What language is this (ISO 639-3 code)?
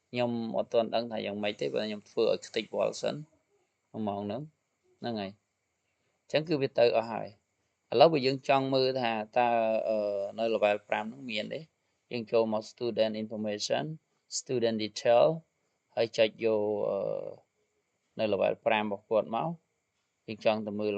khm